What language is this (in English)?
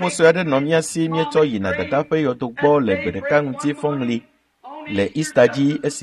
Ewe